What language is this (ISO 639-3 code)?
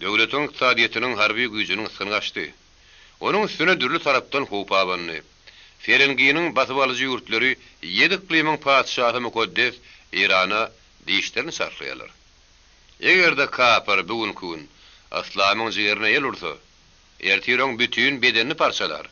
tuk